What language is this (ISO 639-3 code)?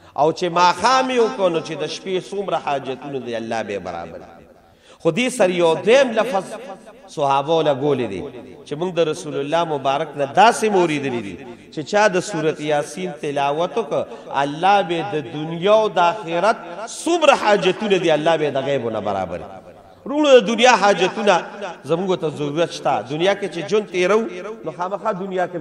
pus